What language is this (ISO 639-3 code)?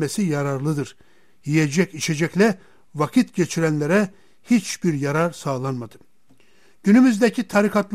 tur